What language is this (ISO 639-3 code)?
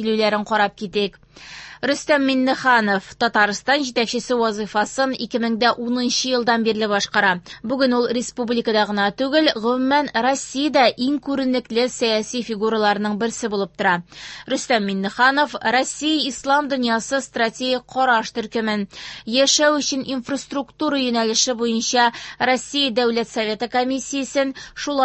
tat